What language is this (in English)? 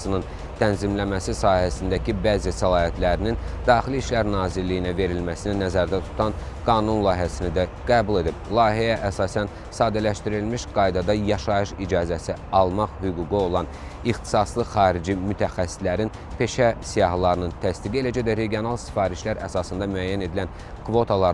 Azerbaijani